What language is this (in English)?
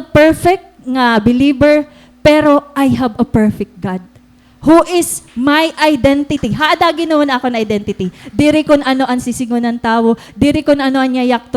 Waray